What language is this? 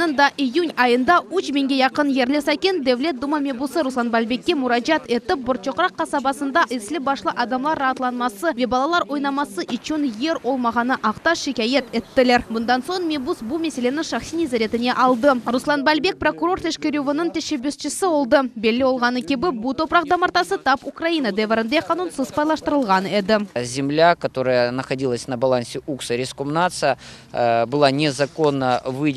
Crimean Tatar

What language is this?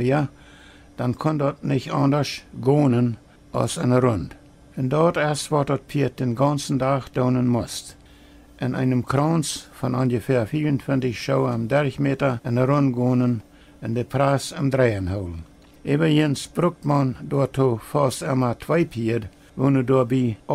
Plautdietsch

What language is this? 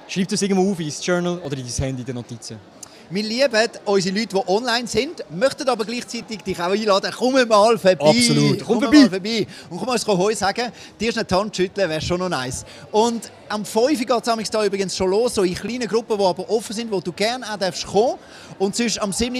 Swiss German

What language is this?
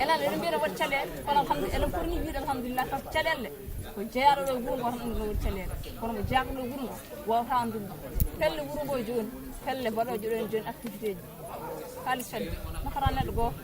Fula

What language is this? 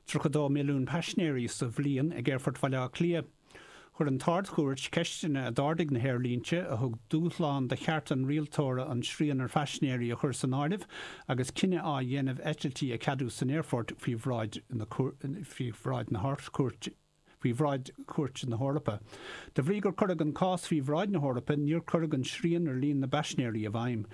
Irish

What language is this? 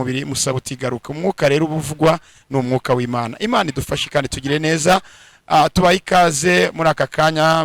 Kinyarwanda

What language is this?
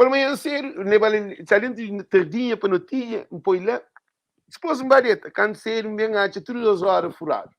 Kabuverdianu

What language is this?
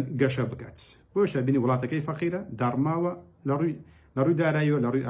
Central Kurdish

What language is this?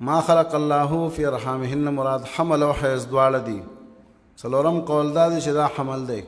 Pashto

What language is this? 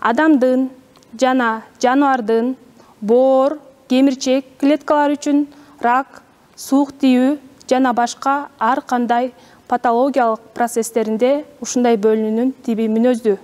Kyrgyz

